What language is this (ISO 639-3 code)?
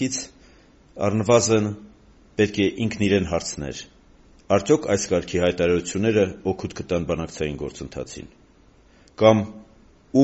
hye